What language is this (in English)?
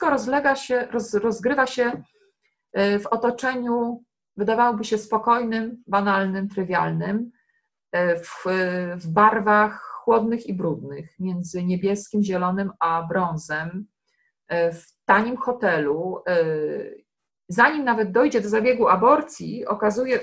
Polish